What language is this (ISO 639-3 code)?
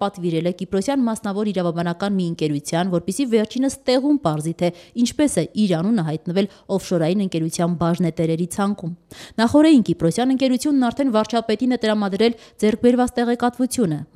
hye